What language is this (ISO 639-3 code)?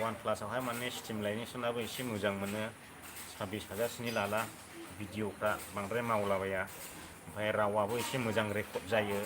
brx